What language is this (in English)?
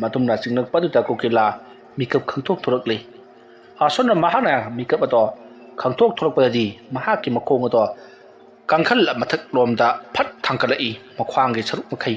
Manipuri